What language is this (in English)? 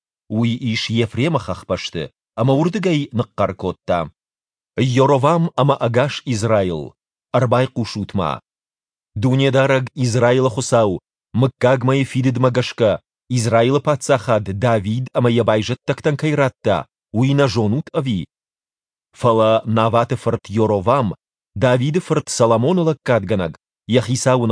Ossetic